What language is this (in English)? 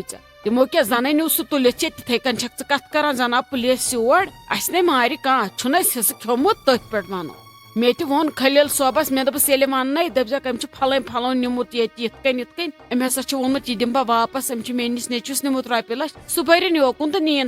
Kashmiri